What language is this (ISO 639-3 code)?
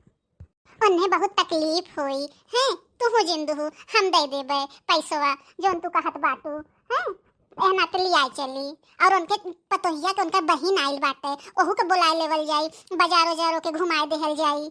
bho